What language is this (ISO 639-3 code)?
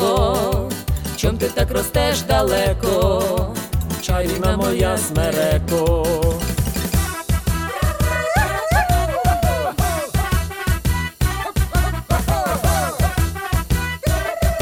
ukr